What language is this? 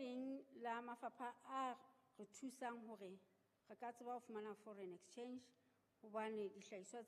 Southern Sotho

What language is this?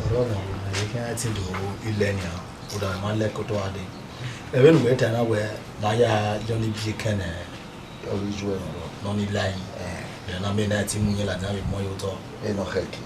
Bini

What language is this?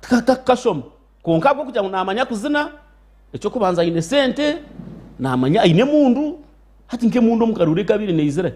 Nyankole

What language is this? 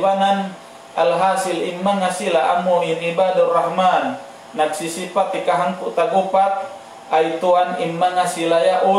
Tausug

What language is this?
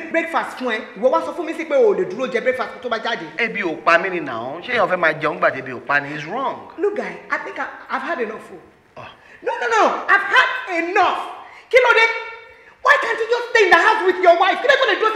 Yoruba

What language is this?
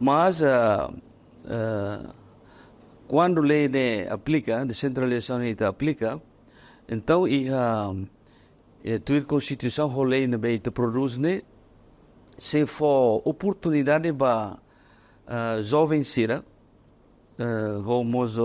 Tetum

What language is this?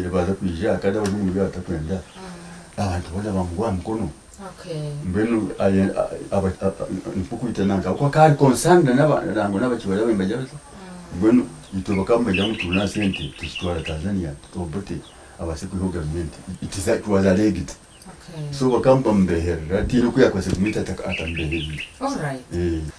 Nyankole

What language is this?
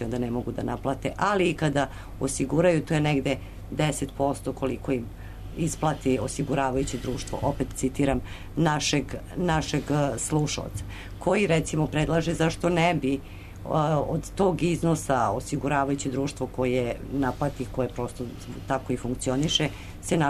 Serbian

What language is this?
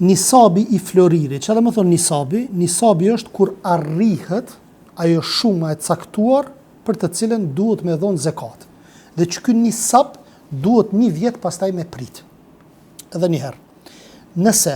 Albanian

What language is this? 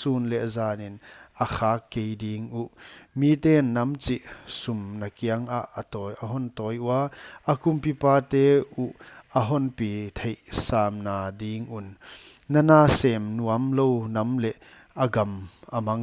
Paite Chin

